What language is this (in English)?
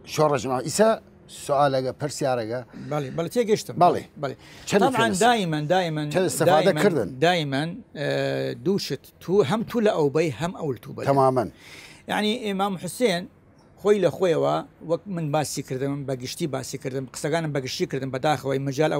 Southern Kurdish